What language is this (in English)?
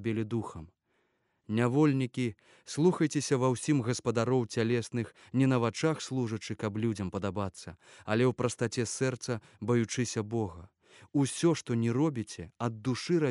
Belarusian